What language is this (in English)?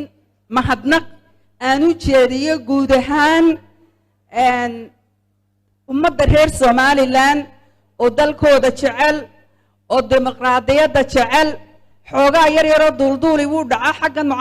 Somali